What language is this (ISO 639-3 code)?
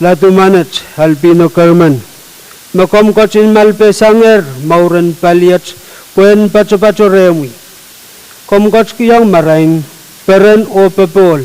pon